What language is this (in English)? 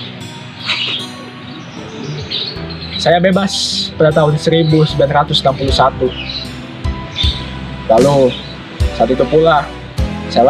Indonesian